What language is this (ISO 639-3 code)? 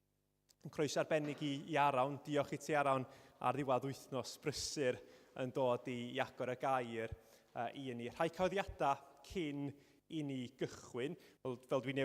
cym